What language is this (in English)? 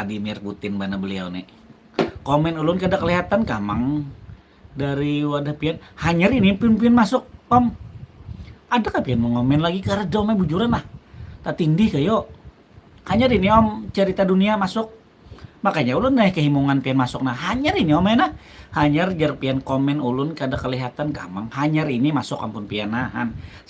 Banjar